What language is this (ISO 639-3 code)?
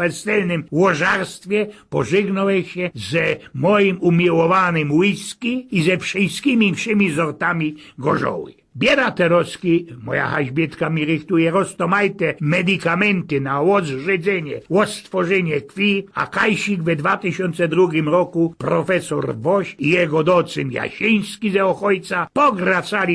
szl